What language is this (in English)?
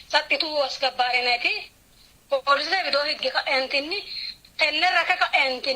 Sidamo